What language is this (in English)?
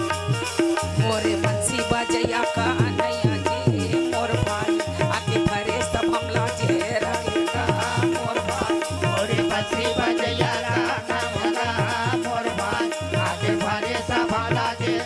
Chhattisgarhi